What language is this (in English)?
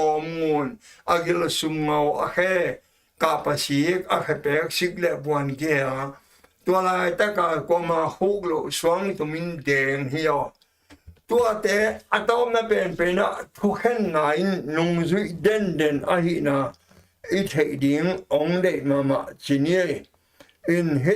Tedim Chin